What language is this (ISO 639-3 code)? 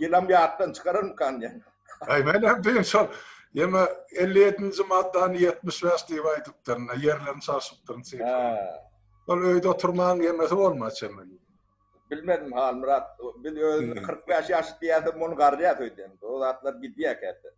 tuk